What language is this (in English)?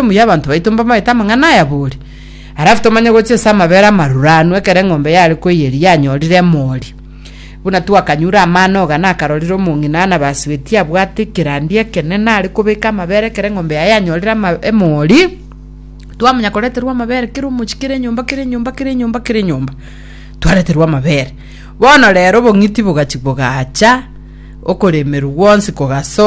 Gusii